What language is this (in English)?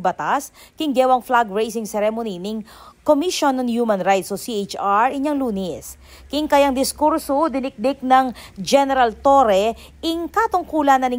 Pampanga